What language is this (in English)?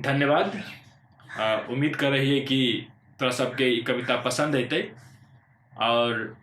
Magahi